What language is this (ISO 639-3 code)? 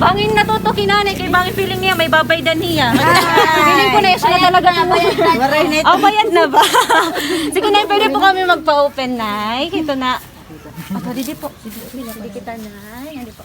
war